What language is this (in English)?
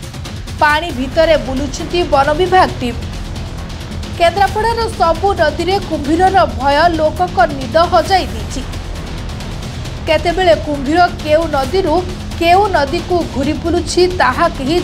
Odia